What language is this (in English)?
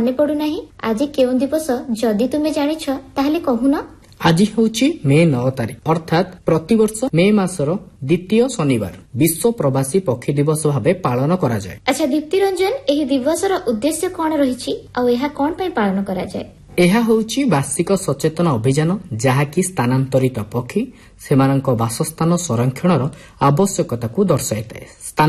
Odia